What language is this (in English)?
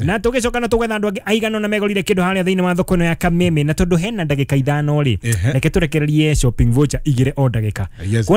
Kikuyu